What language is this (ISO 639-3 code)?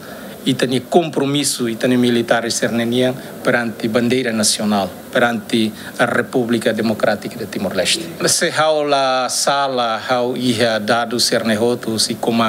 tet